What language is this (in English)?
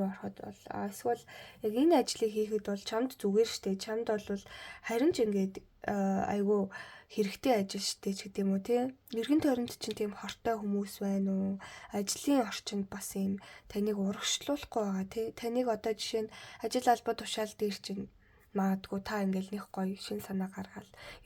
Mongolian